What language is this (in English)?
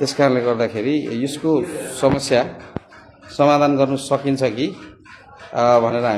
Nepali